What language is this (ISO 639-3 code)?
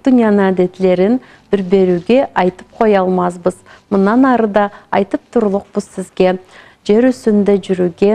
krc